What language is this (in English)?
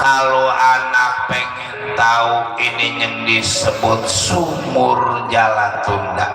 Betawi